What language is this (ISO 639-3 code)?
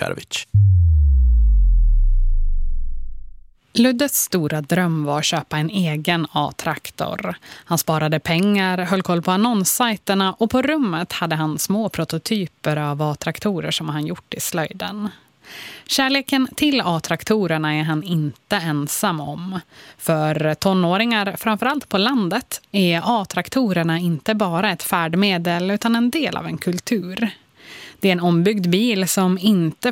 swe